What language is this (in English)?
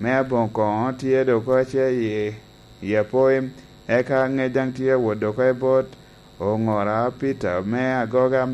Lango (Uganda)